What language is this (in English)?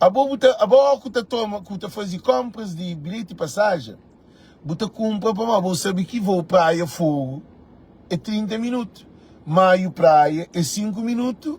Kabuverdianu